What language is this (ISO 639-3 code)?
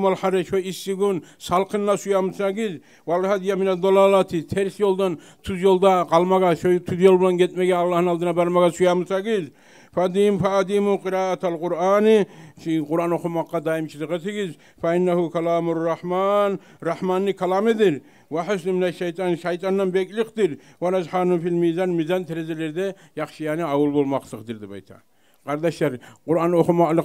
kum